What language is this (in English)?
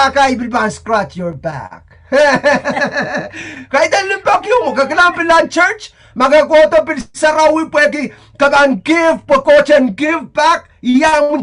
Pohnpeian